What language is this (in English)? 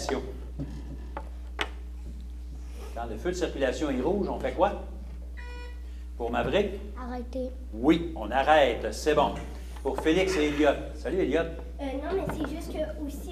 French